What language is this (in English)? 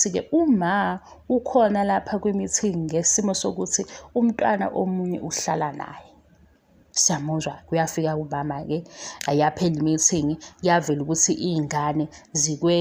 Zulu